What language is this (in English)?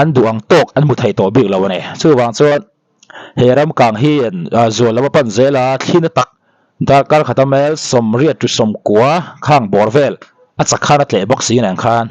Mizo